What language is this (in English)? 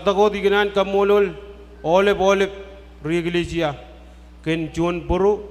Marshallese